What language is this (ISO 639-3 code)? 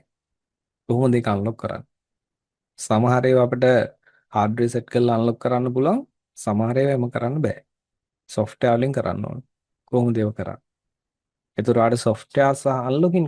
sin